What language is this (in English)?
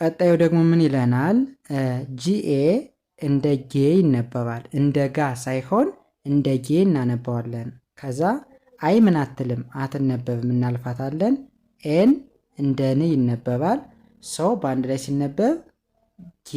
Amharic